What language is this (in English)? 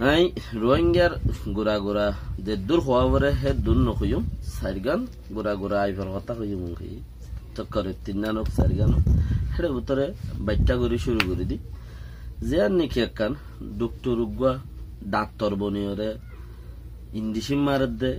Rohingya